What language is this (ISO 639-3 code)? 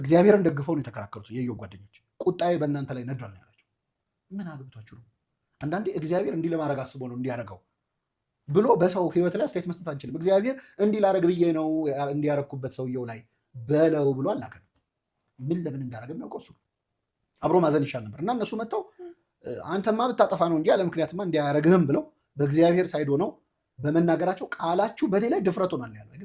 amh